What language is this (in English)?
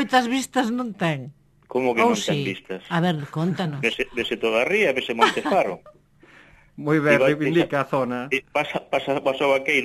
Galician